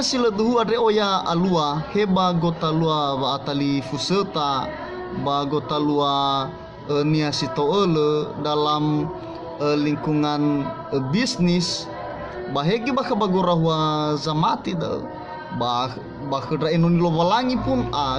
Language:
Nias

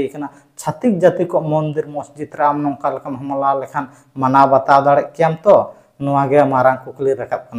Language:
Santali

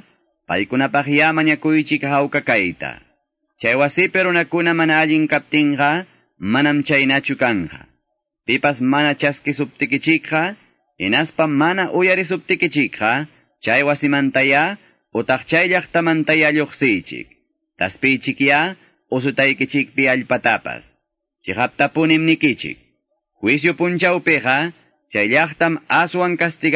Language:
Quechua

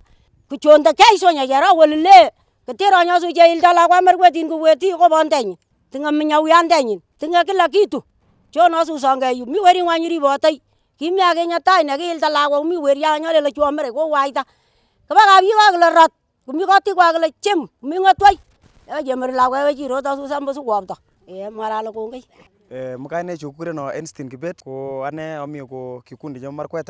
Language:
Kalenjin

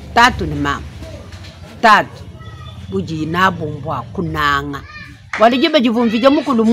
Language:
Luba-Lulua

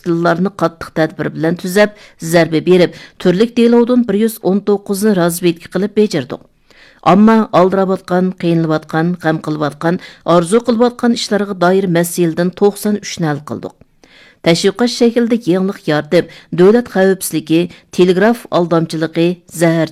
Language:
Uyghur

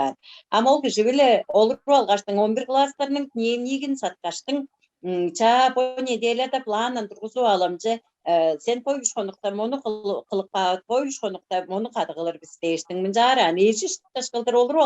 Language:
Tuvinian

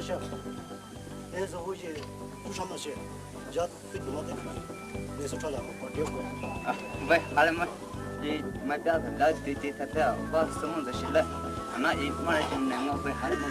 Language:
Poumei Naga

